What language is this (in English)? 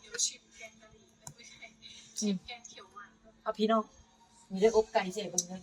Northeastern Thai